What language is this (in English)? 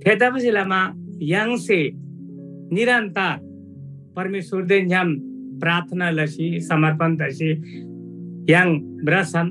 Eastern Tamang